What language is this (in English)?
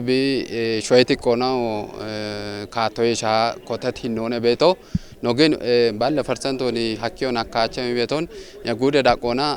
Kafa